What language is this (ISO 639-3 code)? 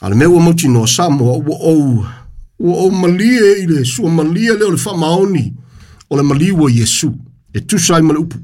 smo